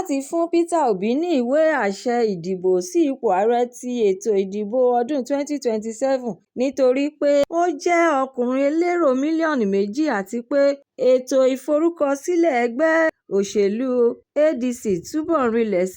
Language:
Yoruba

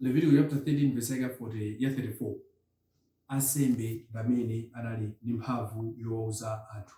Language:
Nyanja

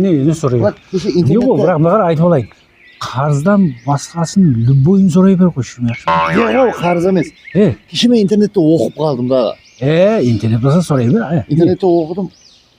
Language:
Kara-Kalpak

